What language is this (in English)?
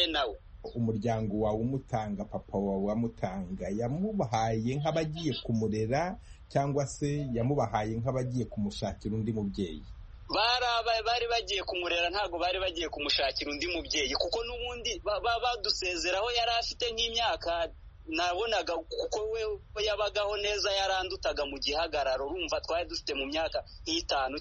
Kinyarwanda